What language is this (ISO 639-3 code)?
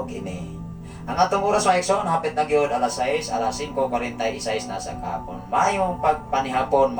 ceb